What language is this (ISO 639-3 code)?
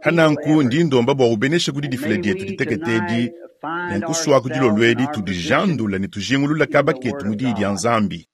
lua